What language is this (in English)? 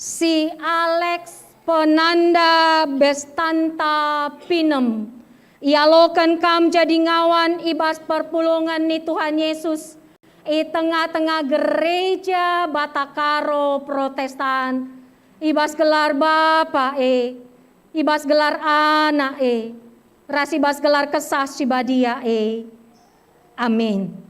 Batak Karo